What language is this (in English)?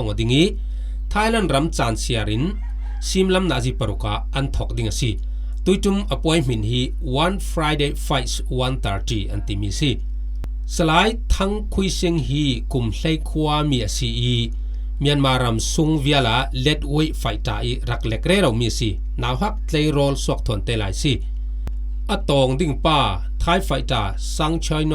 Falam Chin